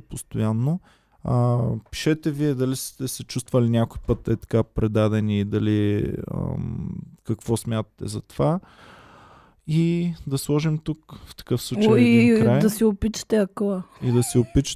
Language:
Bulgarian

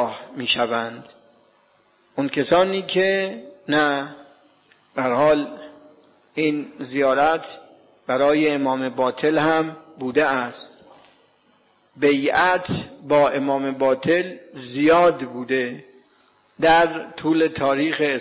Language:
Persian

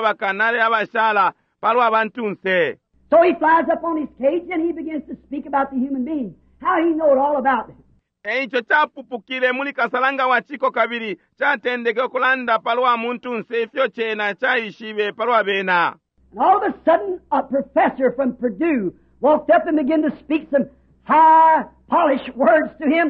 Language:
Bemba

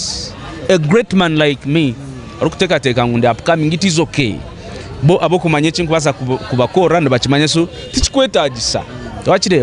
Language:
Nyankole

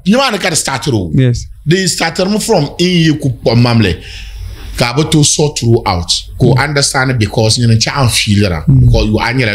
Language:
Dagbani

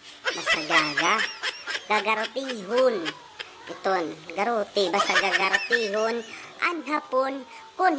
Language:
Waray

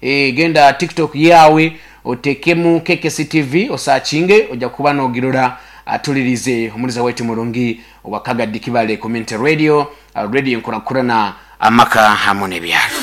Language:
Nyoro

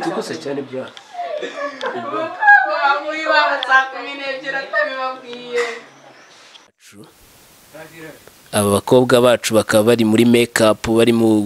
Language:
Kinyarwanda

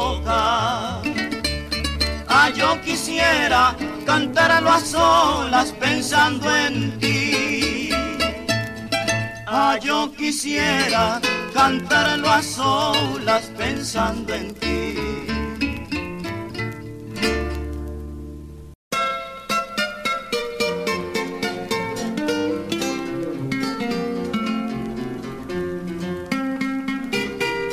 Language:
Spanish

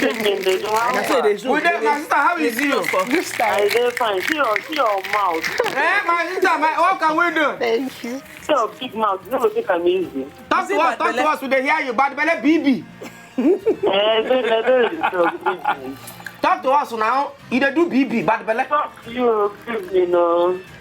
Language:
Nigerian Pidgin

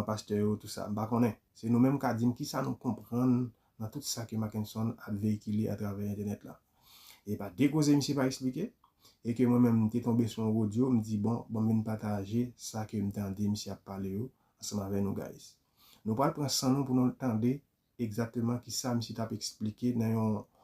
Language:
Haitian Creole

